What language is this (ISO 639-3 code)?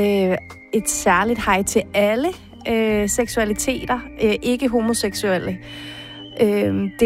dan